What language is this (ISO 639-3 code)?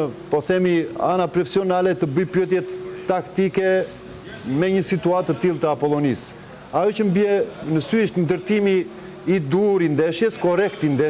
sqi